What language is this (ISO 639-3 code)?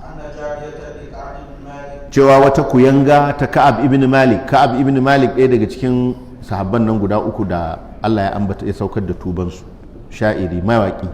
hau